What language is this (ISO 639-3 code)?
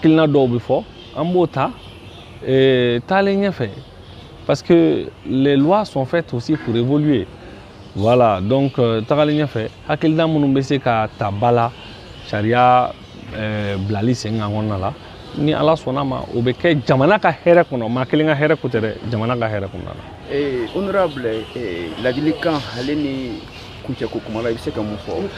bam